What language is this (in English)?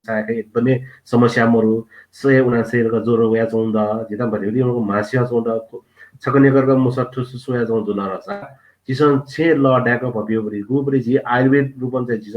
Newari